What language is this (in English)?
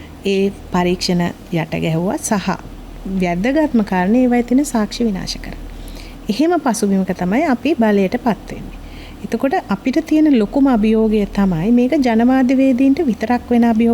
Sinhala